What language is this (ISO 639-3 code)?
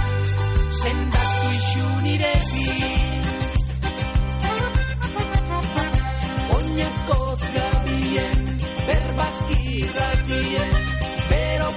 eus